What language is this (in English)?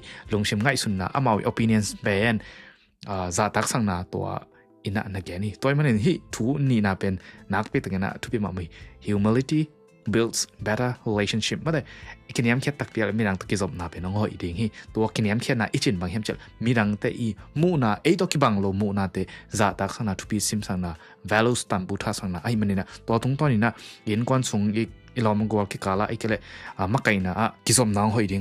Tedim Chin